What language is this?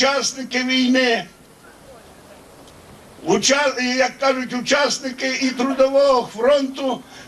Ukrainian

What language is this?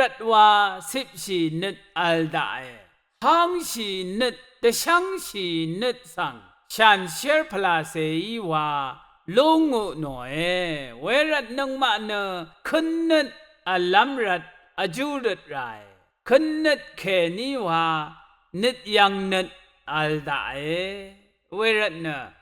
Rawang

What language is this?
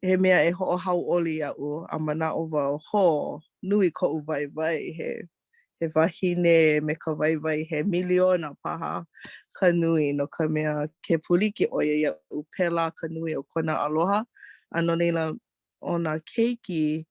Hawaiian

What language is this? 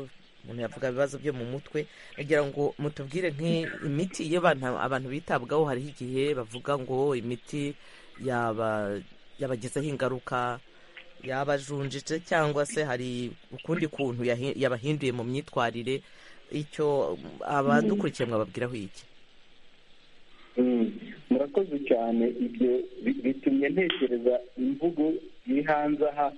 Kinyarwanda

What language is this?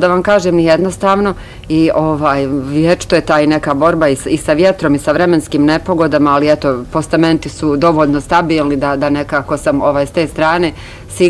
Bosnian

